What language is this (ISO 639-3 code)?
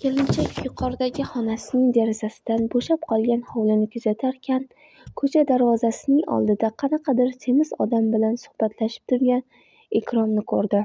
uzb